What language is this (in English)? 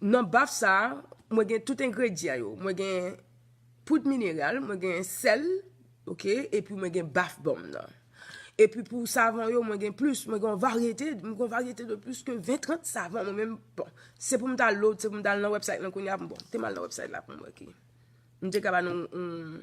Haitian Creole